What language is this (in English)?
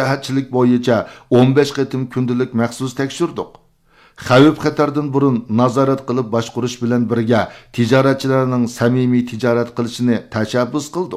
Uyghur